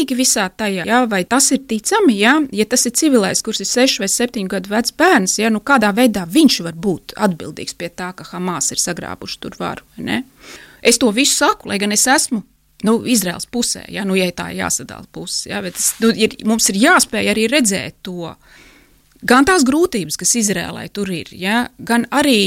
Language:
Latvian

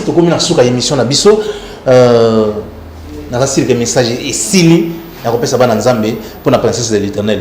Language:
Lingala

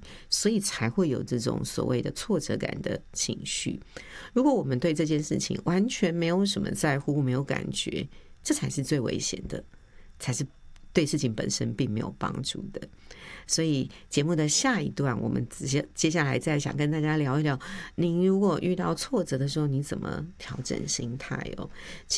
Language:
Chinese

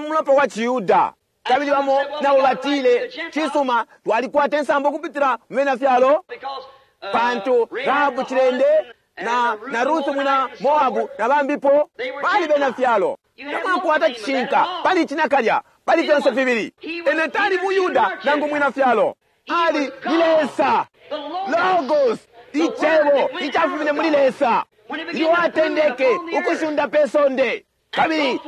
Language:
Bemba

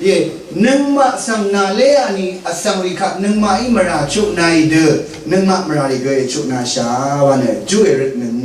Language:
Rawang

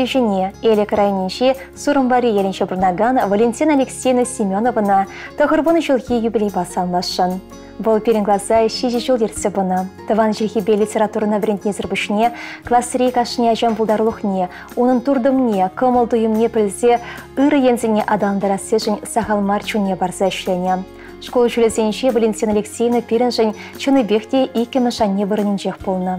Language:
Chuvash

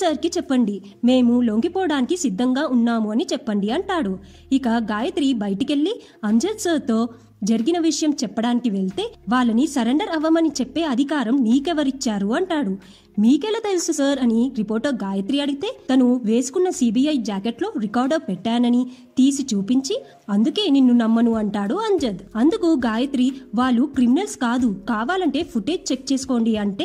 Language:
Telugu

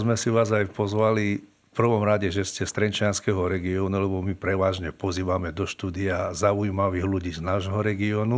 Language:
Slovak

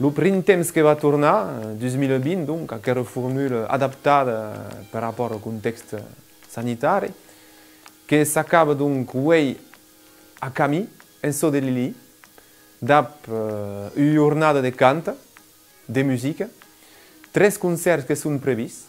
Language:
Occitan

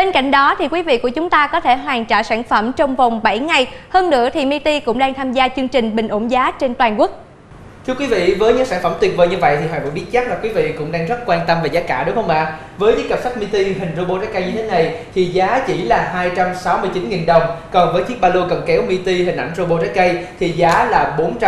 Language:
Vietnamese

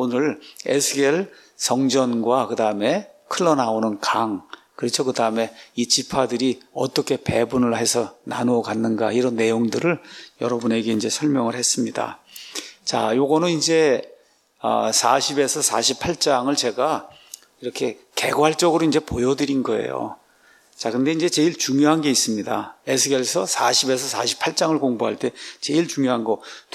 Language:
Korean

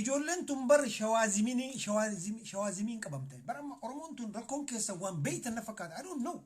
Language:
Oromo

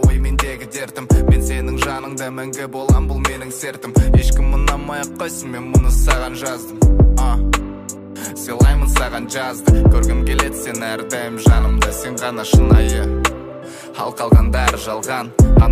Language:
Kazakh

